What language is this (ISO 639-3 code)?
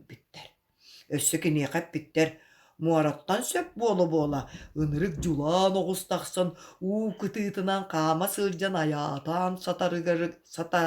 sah